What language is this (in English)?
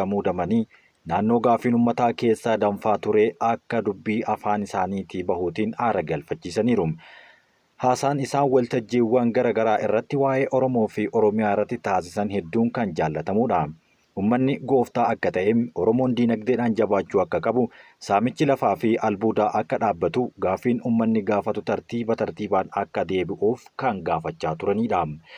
Oromo